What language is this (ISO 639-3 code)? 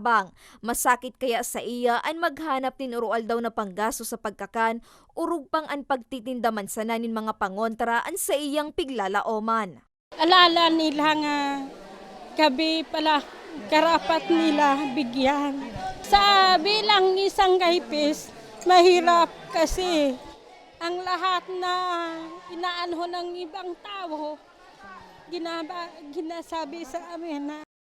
bik